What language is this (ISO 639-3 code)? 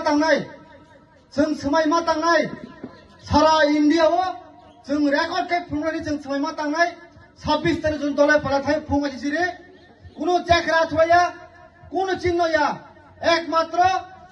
trp